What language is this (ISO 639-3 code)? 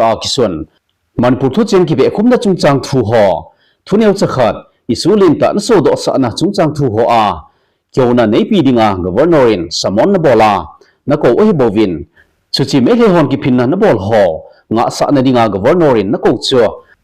tcz